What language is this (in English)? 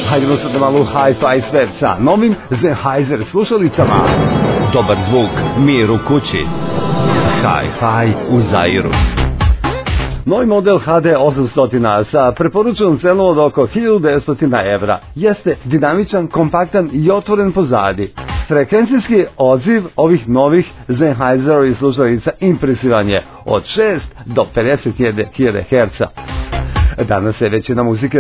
Serbian